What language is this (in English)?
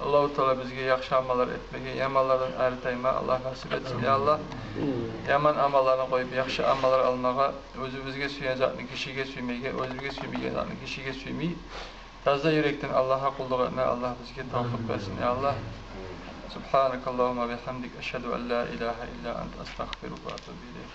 Kumyk